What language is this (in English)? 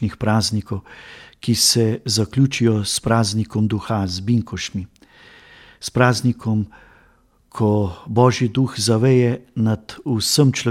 Slovenian